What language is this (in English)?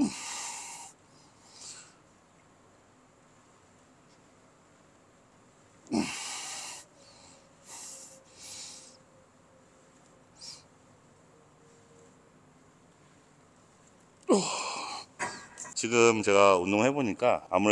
Korean